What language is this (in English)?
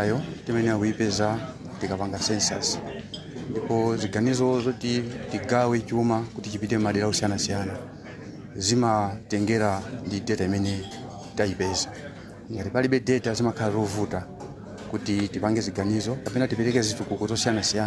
Nyanja